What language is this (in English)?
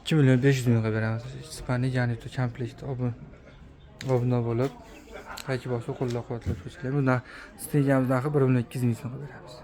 Uzbek